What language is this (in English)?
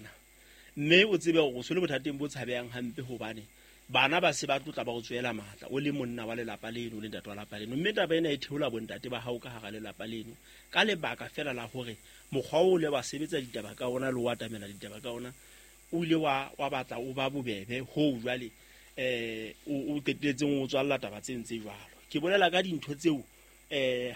Southern Sotho